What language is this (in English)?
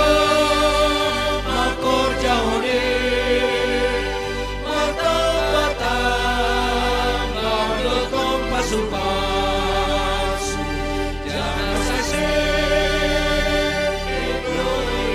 Batak Simalungun